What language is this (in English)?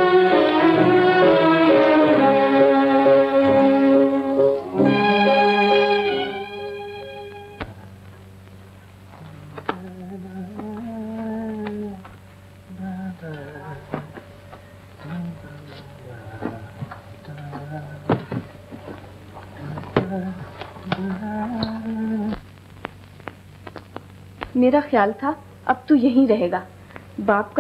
Hindi